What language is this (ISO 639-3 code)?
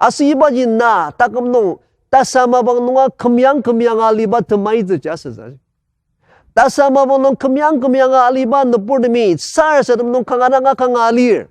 njo